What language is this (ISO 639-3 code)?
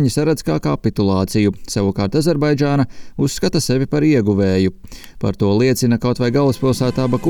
lav